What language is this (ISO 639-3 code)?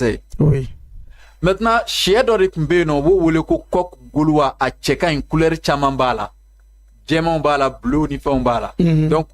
bam